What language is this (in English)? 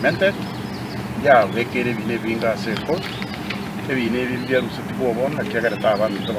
Gusii